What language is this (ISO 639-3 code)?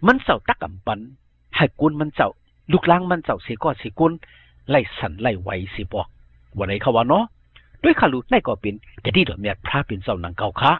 shn